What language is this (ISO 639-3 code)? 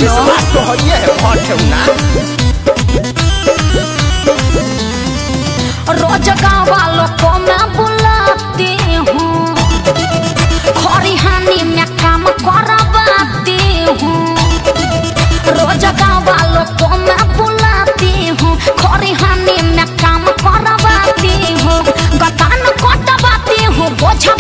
bho